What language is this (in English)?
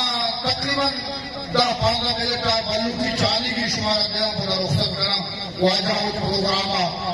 Eastern Balochi